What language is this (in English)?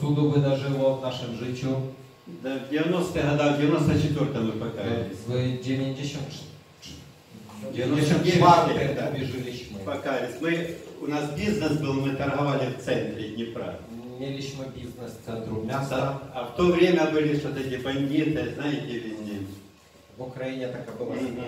Polish